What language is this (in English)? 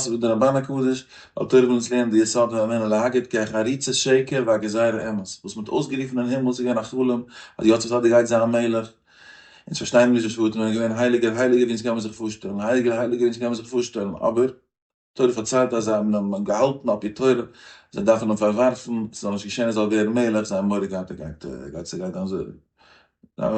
Yiddish